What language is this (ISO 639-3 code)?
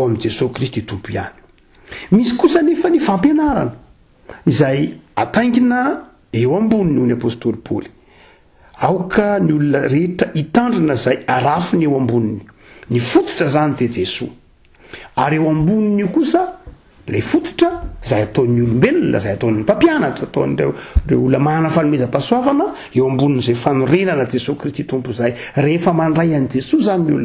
mlg